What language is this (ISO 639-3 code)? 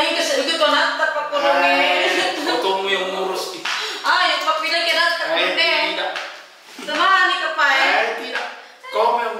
mfp